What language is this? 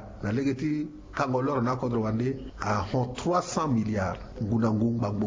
Sango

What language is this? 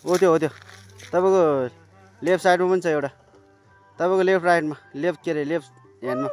Nepali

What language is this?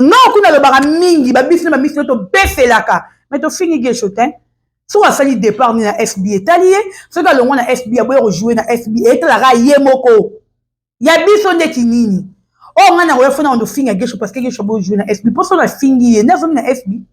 Lingala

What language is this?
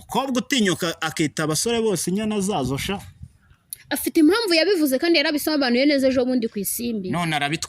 Kinyarwanda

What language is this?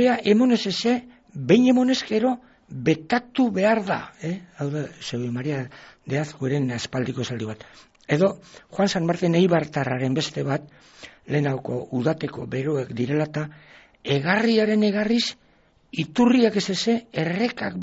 Basque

